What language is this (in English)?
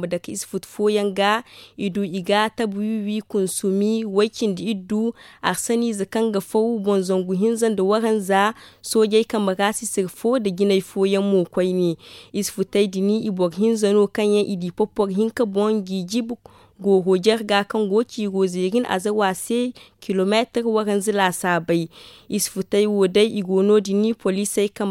Zarma